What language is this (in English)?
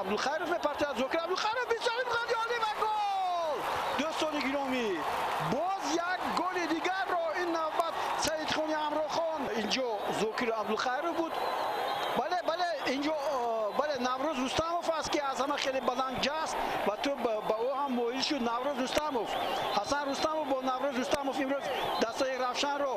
Tajik